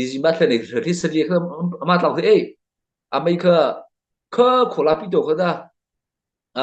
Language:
Mara Chin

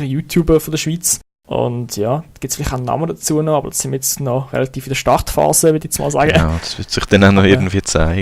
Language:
Swiss German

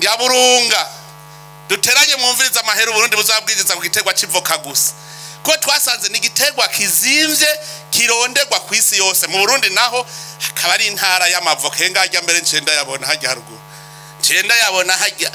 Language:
Rundi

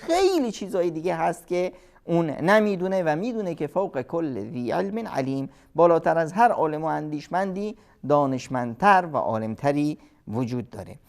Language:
Persian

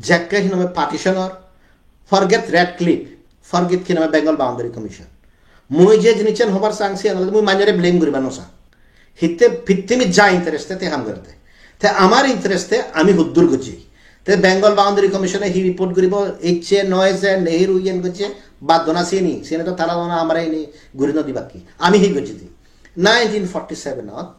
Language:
Chakma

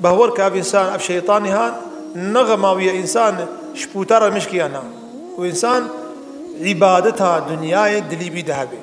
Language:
Kurdish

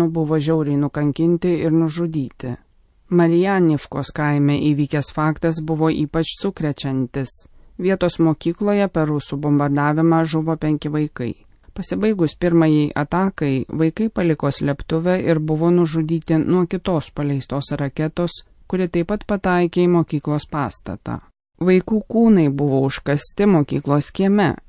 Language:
Lithuanian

